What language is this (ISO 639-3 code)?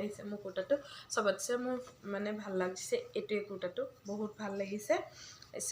asm